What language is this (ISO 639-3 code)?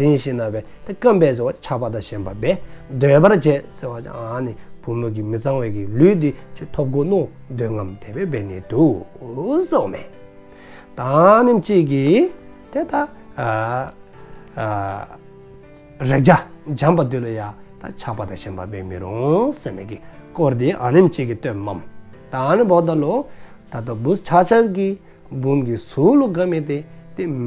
dzo